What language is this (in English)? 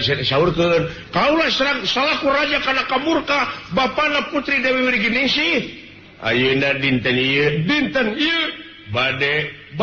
Sundanese